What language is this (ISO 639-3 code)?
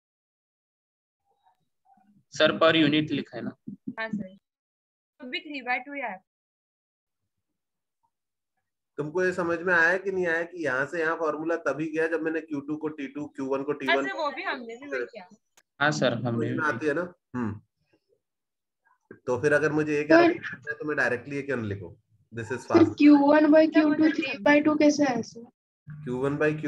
hin